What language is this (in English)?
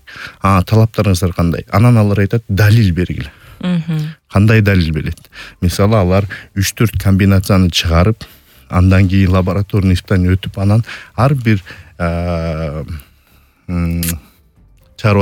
Kyrgyz